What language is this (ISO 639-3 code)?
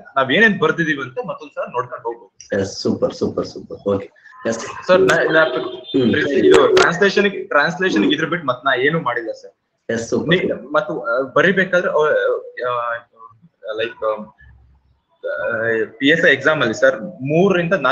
kan